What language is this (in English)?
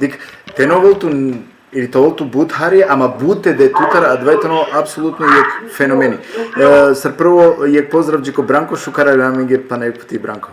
Balkan Romani